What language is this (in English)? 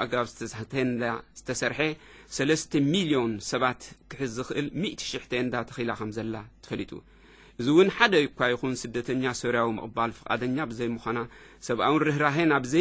Tigrinya